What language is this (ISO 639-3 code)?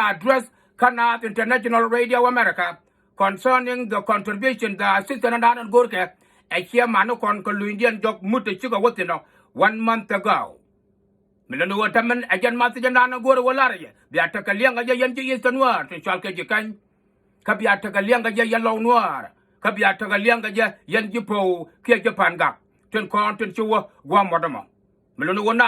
nus